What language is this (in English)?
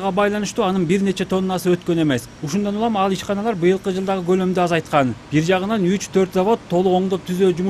Kyrgyz